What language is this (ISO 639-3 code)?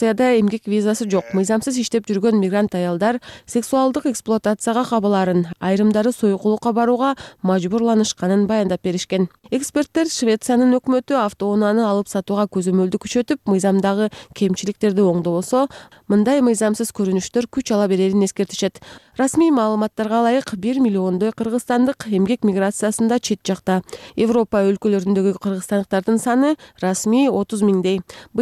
kir